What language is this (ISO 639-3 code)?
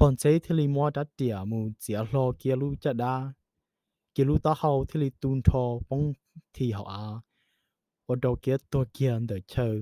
hmn